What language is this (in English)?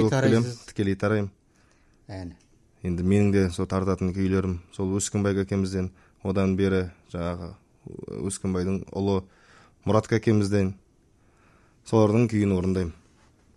Kazakh